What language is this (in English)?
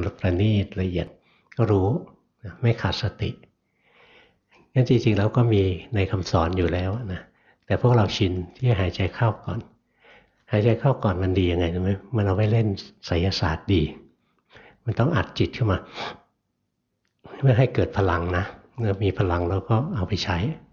Thai